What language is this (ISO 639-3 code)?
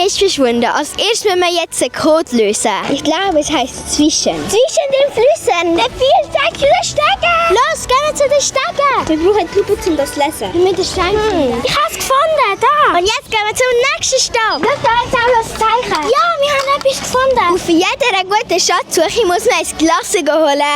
gsw